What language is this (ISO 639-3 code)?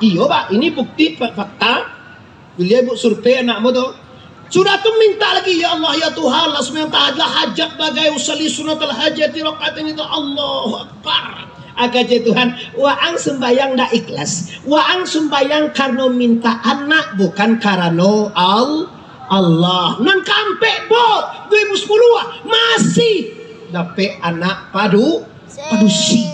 min